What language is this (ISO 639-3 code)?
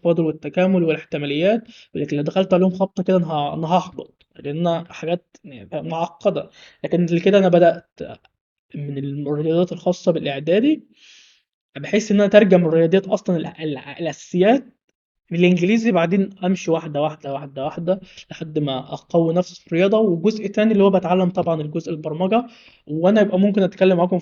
arz